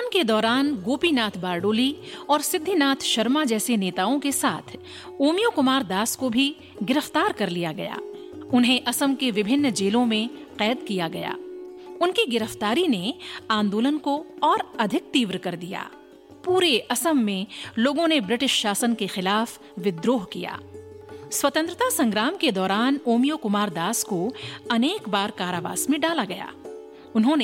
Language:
Hindi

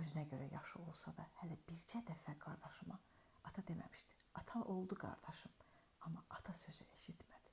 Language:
Azerbaijani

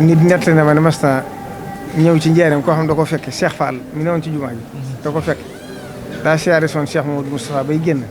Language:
Wolof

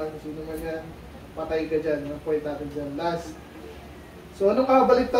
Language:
Filipino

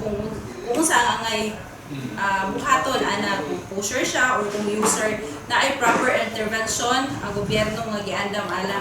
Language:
Cebuano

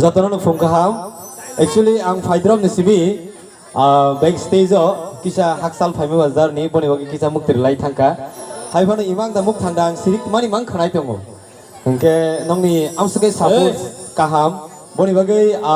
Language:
Kok Borok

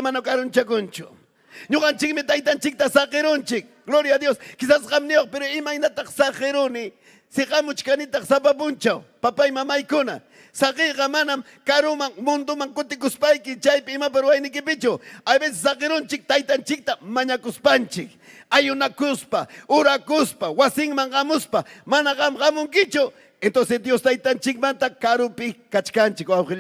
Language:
Ayacucho Quechua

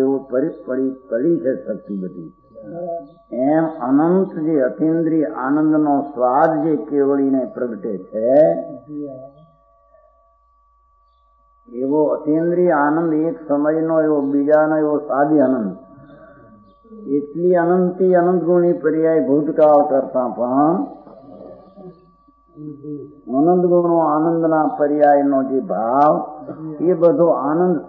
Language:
Gujarati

